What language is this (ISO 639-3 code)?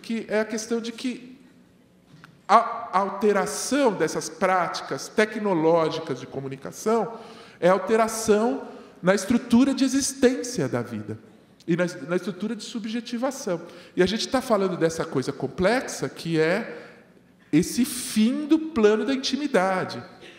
por